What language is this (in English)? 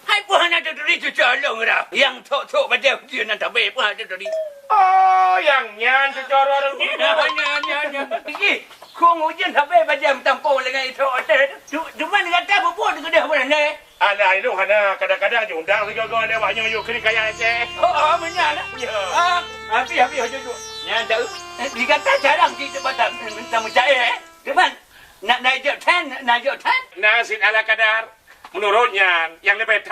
Achinese